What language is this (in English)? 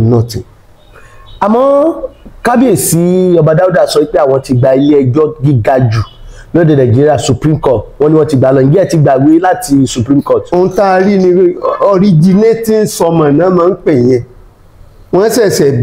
Yoruba